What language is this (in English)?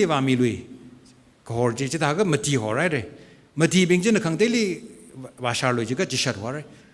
Tangkhul Naga (India)